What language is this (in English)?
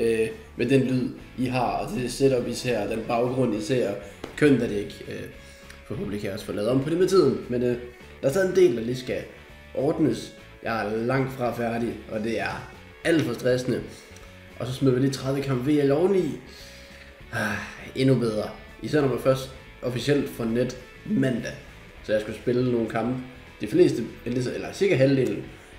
Danish